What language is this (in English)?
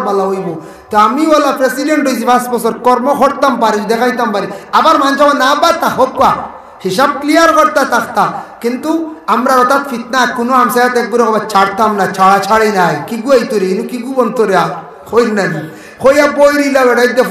Sylheti